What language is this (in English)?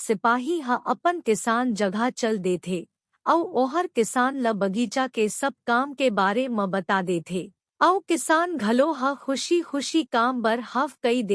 Chhattisgarhi